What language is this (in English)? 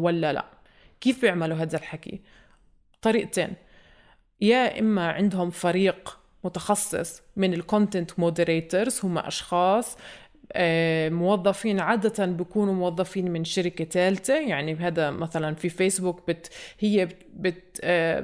North Levantine Arabic